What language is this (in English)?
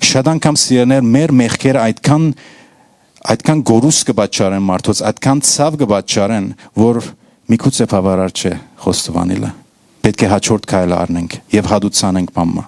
Western Armenian